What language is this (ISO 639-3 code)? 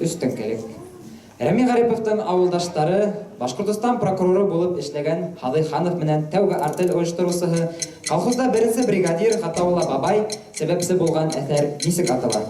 bak